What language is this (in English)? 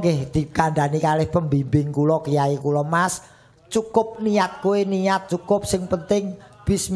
Javanese